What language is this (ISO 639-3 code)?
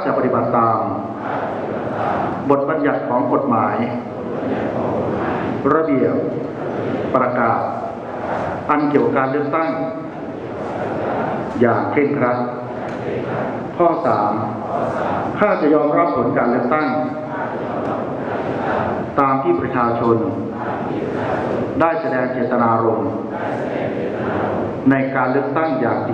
tha